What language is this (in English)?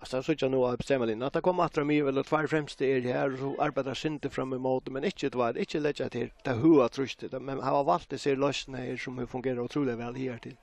Faroese